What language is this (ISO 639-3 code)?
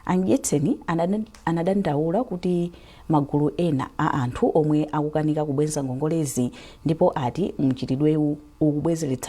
nya